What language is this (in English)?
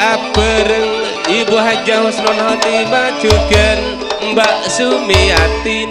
Madurese